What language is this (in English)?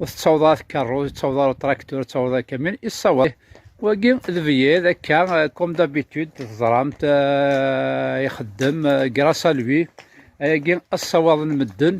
Kabyle